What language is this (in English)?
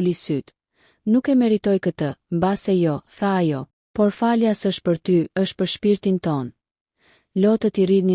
Albanian